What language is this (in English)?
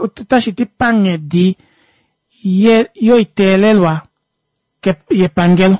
Kuanyama